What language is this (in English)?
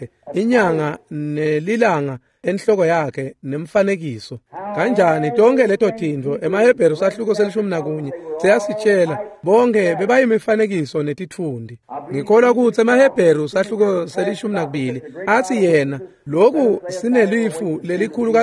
Swati